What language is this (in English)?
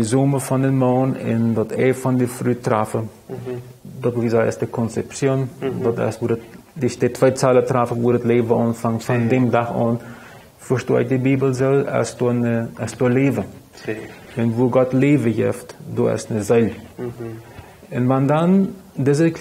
Plautdietsch